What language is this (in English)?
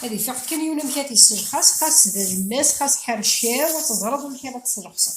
Kabyle